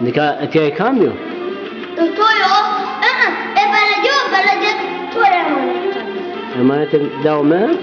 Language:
Zaza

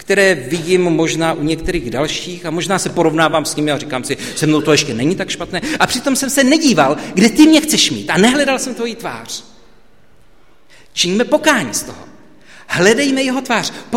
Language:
Czech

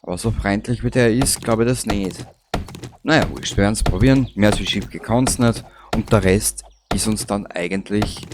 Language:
Bavarian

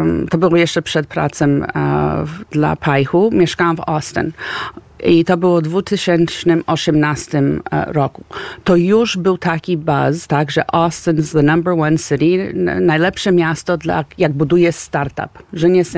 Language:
Polish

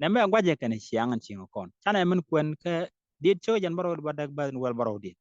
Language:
Nuer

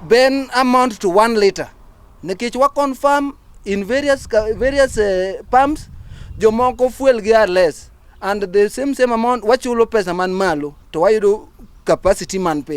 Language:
Luo (Kenya and Tanzania)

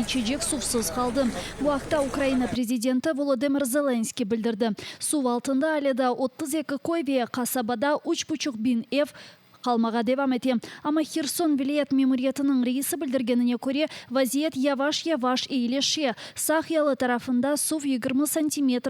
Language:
Crimean Tatar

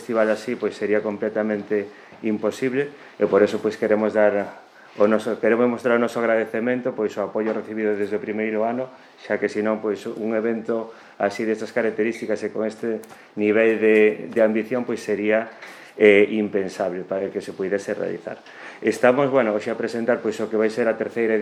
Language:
Galician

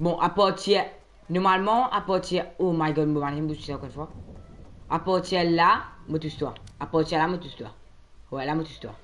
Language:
Morisyen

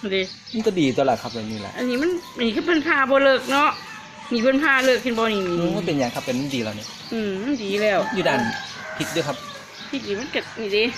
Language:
Northeastern Thai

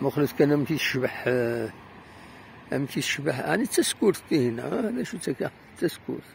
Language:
Kabyle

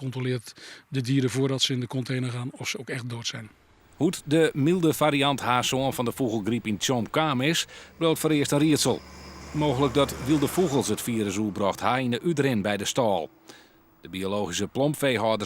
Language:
Western Frisian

